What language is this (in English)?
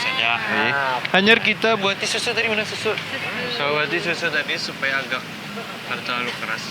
Banjar